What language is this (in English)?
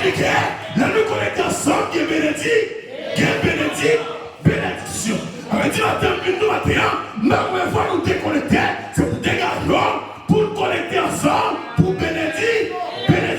Haitian Creole